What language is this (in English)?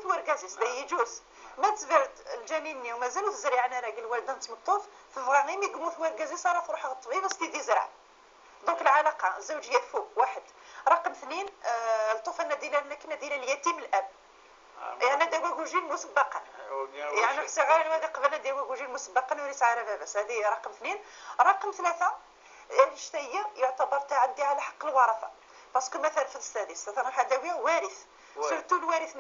Moroccan Arabic